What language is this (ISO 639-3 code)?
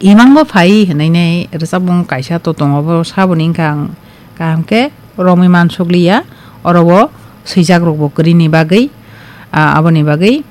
trp